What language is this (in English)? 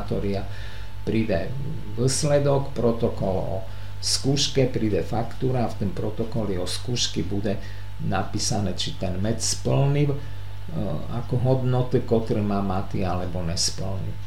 Slovak